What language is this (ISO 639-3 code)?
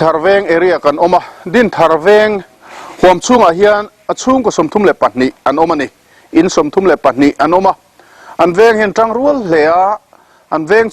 lus